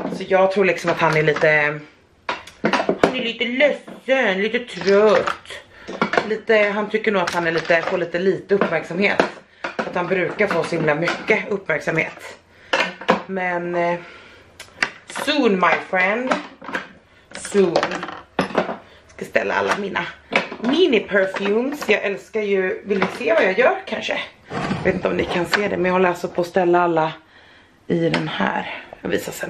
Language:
Swedish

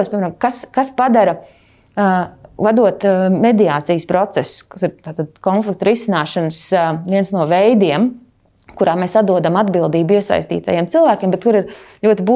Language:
Latvian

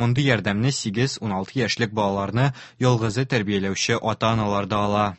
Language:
Tatar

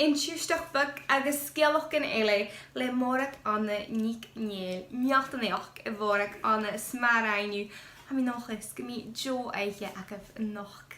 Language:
Scottish Gaelic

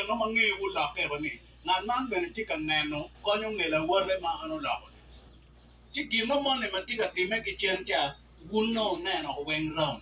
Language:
Acoli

